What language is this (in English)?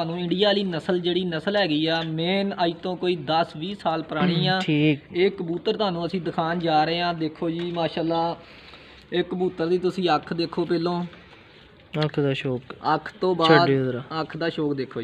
Punjabi